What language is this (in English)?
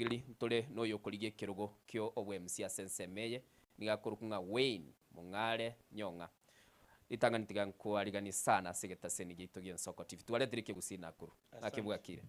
Gusii